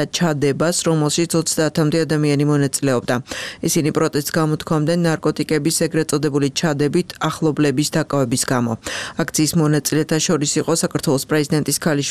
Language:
Georgian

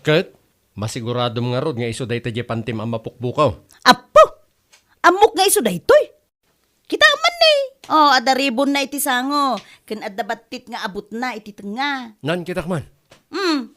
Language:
Iloko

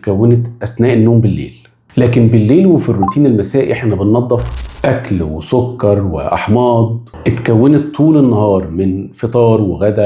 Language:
Egyptian Arabic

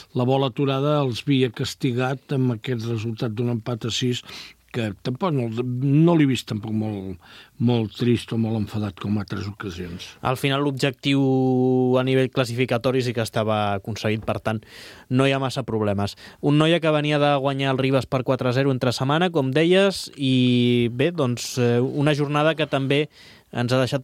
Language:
Catalan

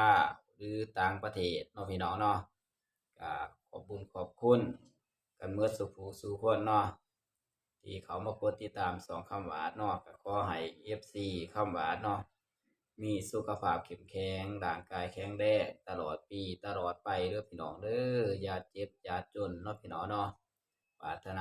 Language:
Northeastern Thai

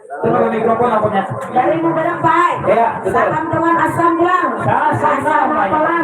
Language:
Banjar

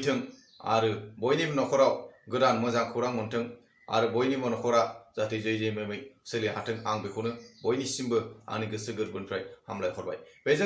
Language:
Bodo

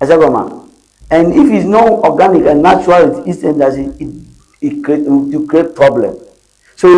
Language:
Ewe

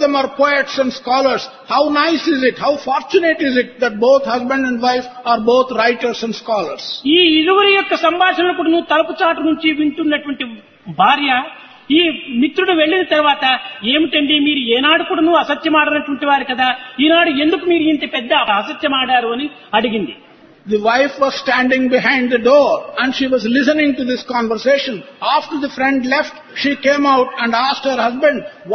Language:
Telugu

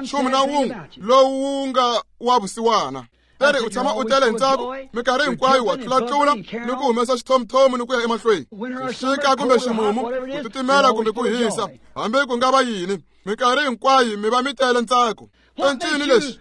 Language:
Tsonga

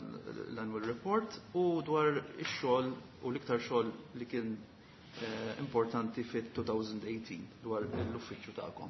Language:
Maltese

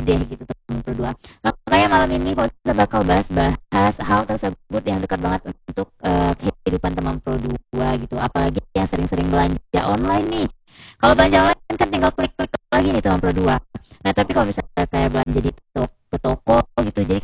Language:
Indonesian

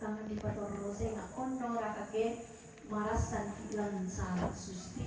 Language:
Toraja-Sa'dan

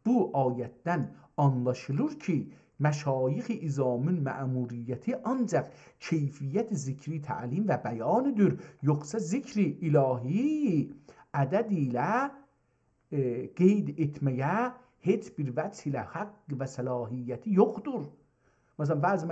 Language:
South Azerbaijani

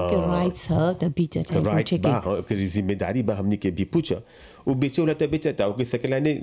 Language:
Bhojpuri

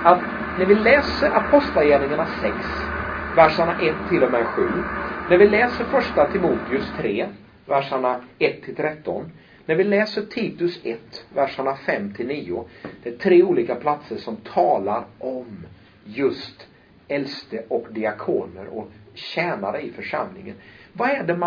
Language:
Swedish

